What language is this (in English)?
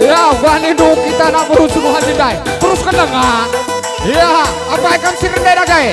Batak Karo